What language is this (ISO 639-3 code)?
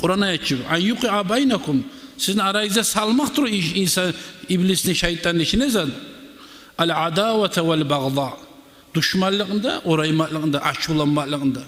kum